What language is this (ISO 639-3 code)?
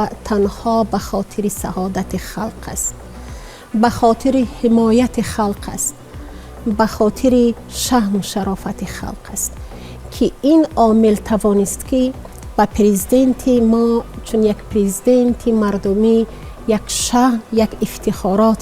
tgk